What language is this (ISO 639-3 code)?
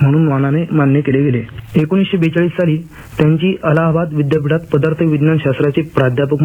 mar